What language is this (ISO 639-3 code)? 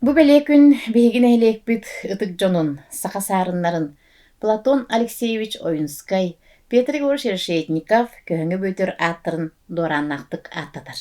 sah